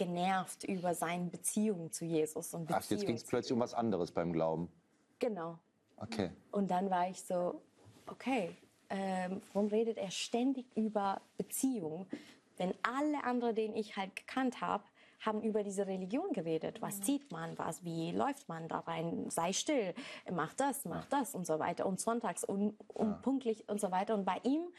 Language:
German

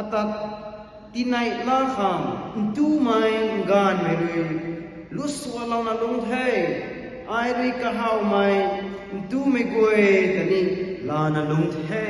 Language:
Rongmei Naga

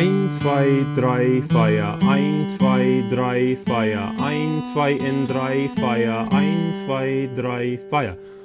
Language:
Plautdietsch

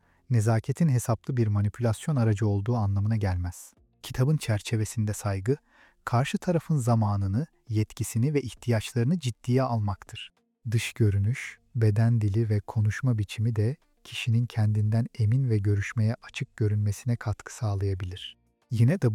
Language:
Turkish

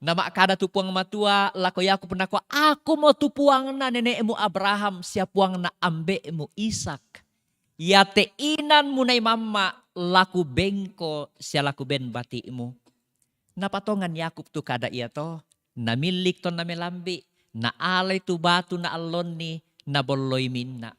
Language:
Toraja-Sa'dan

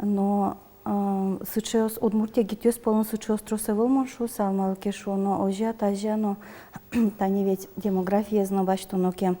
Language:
Udmurt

